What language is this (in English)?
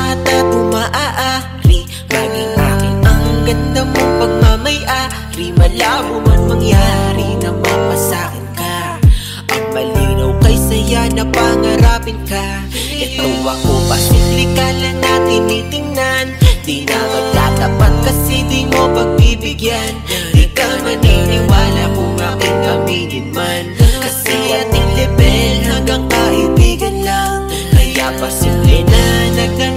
Filipino